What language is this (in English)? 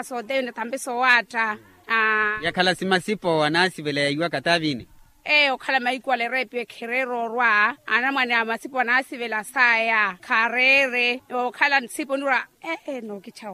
Makhuwa